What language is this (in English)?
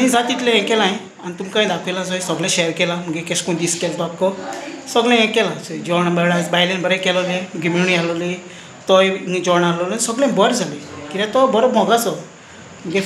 Konkani